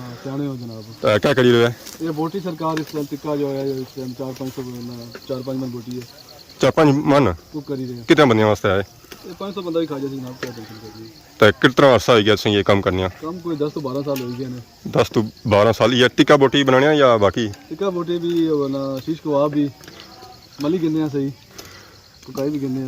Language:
Pahari-Potwari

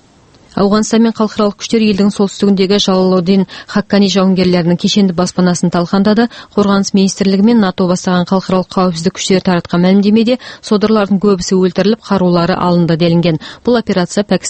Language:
Kazakh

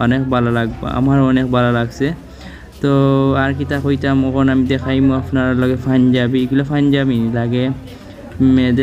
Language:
Sylheti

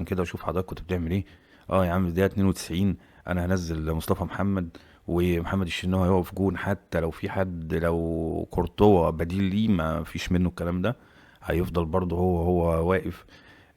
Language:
Egyptian Arabic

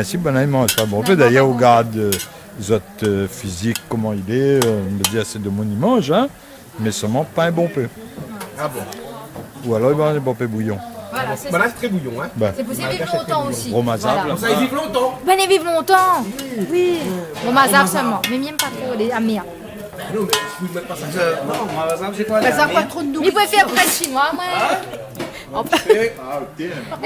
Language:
Réunion Creole French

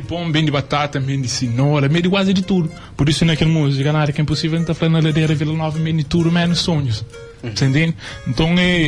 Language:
Kabuverdianu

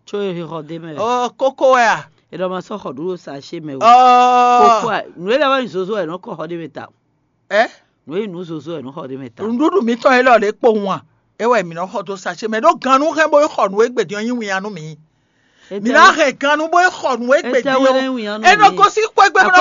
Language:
Fon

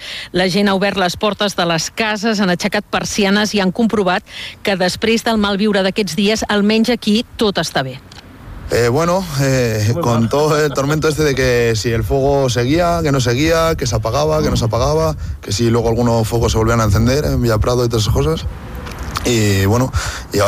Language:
Catalan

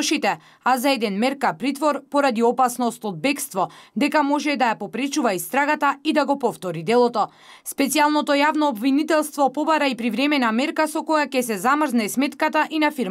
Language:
Macedonian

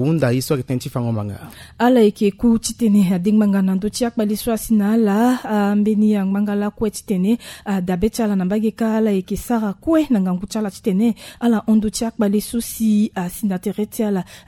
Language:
Sango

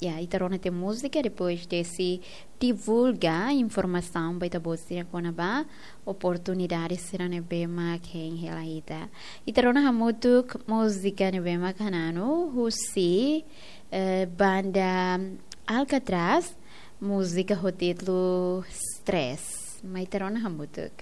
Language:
Tetum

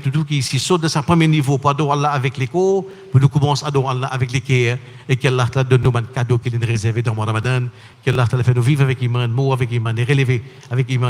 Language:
Morisyen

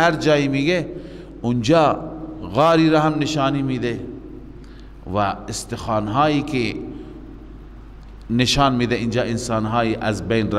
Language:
Persian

